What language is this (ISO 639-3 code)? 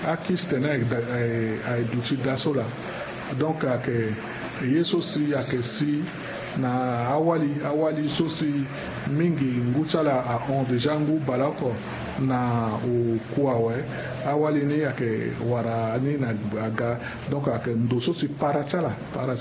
sag